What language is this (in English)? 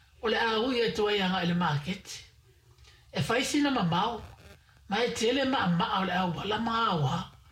Samoan